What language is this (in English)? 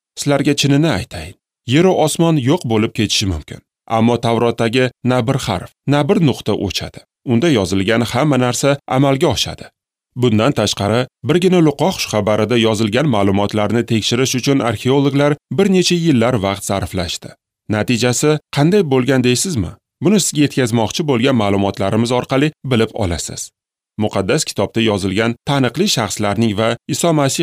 Uzbek